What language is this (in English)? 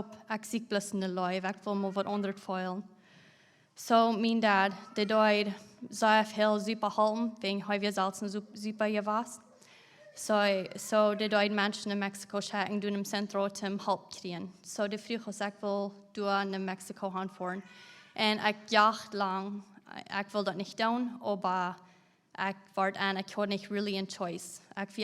Plautdietsch